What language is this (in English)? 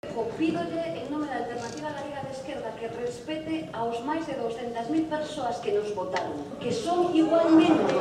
Galician